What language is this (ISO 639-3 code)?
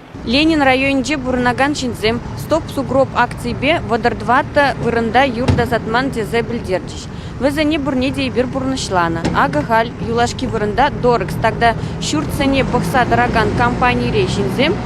chv